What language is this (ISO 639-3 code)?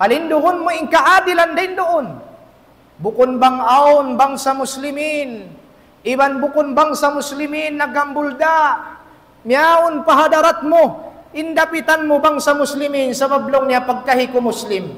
tsg